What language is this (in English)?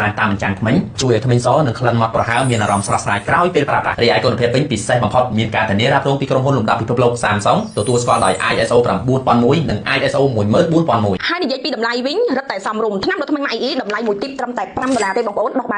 Khmer